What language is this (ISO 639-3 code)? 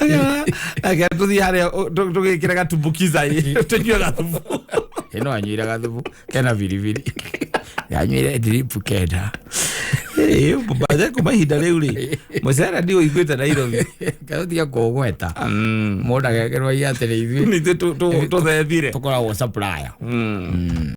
kik